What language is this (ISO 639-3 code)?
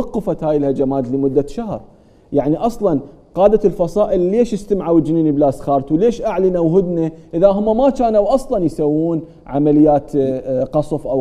acm